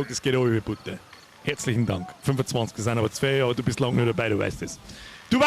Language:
Bavarian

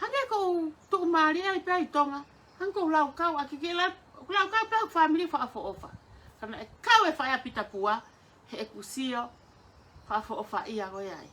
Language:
Tongan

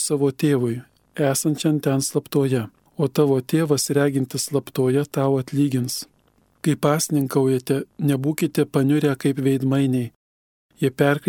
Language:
Lithuanian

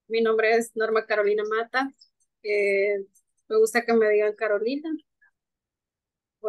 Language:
Spanish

